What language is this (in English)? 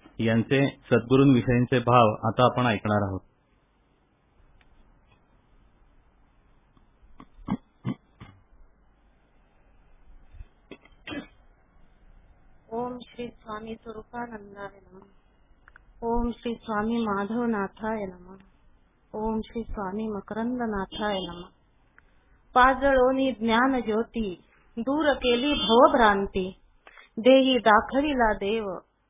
Marathi